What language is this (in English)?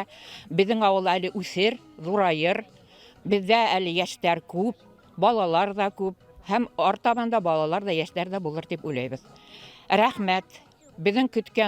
Bashkir